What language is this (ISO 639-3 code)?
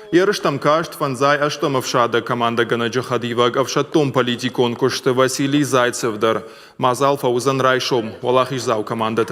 oss